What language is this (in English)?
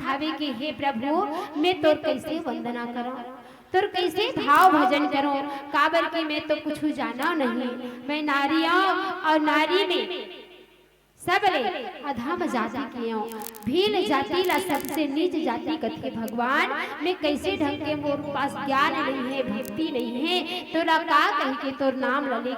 Chhattisgarhi